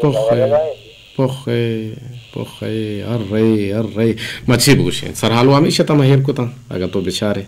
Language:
Eastern Balochi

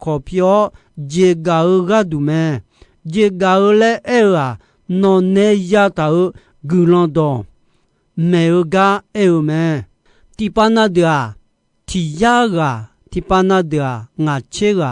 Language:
Akha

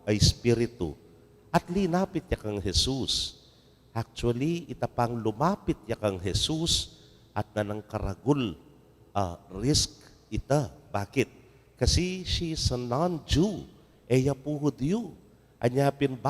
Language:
Pampanga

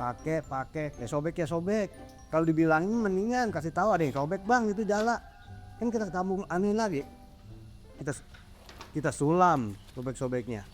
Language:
Betawi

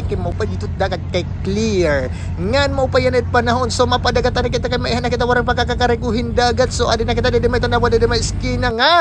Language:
Waray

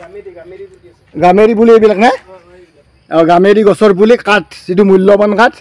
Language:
Assamese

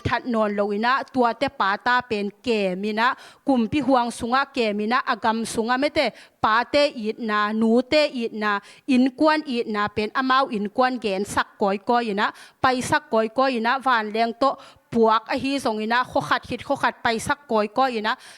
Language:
Tedim Chin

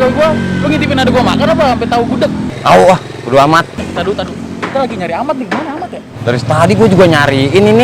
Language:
Betawi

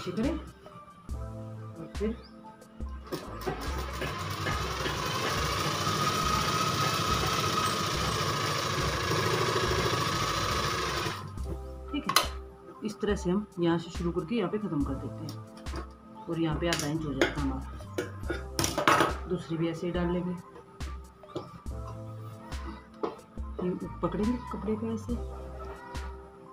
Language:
Hindi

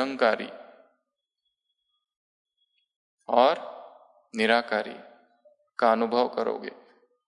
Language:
Hindi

